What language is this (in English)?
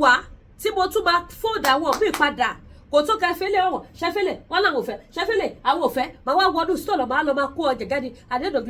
Yoruba